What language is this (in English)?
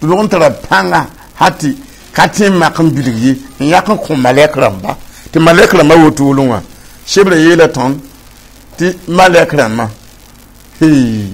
Mossi